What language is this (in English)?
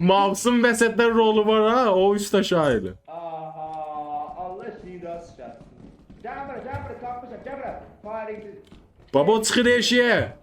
South Azerbaijani